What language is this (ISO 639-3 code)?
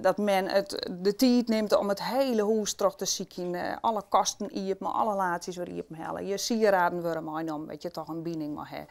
fry